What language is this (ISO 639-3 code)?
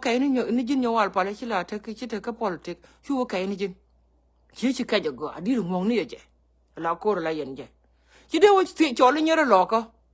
nus